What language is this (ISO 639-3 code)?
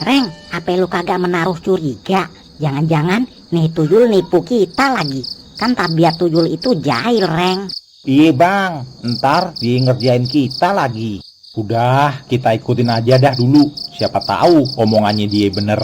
bew